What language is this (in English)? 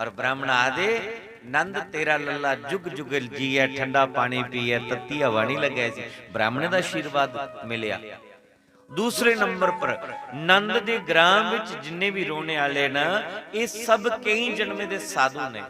Dogri